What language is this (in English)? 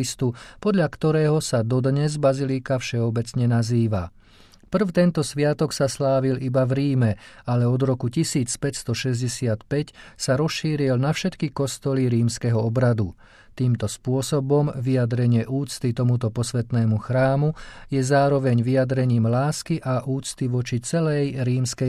Slovak